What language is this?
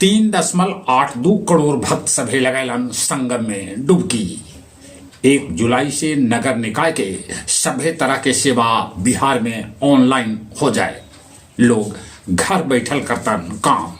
Magahi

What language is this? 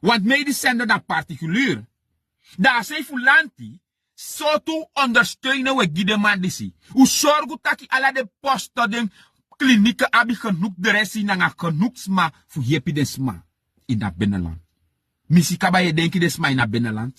Sranan Tongo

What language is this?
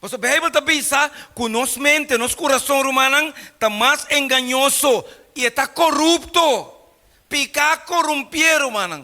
Papiamento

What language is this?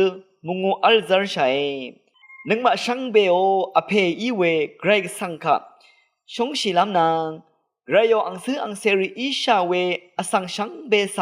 Rawang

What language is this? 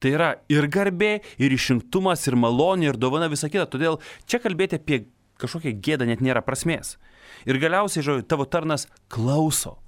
Lithuanian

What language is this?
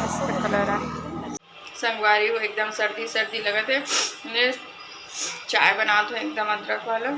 Chhattisgarhi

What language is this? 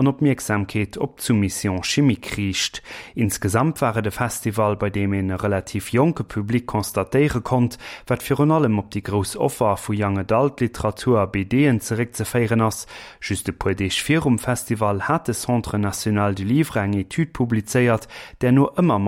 Luxembourgish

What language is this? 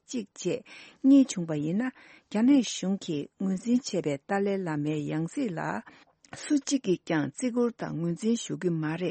Tibetan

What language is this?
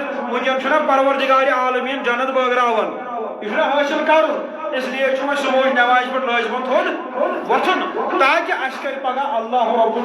Kashmiri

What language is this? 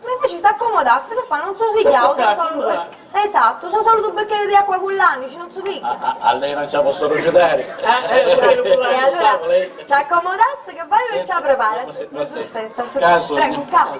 Sicilian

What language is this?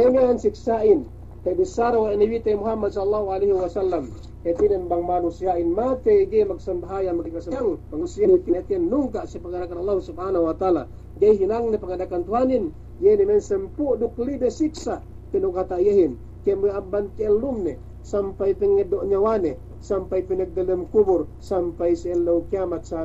Yakan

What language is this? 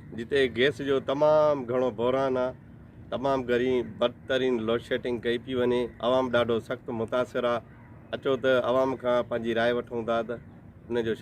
Sindhi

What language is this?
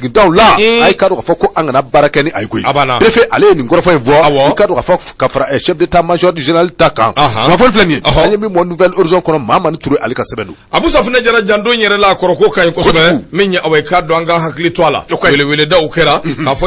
Bambara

